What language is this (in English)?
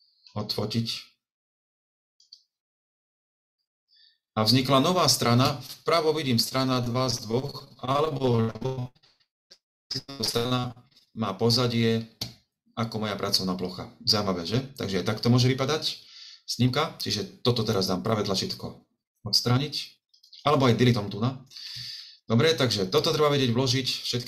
Slovak